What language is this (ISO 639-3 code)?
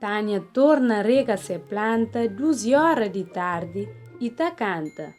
kea